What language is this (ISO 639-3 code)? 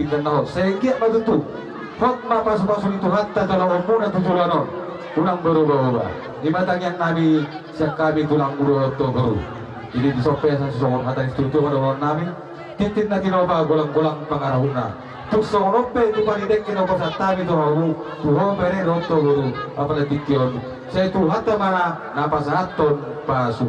bbc